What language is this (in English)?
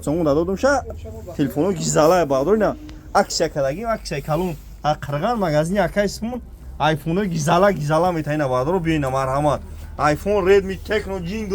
Tajik